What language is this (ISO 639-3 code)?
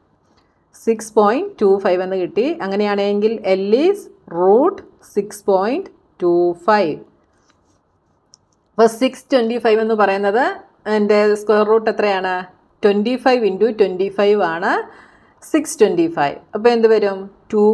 mal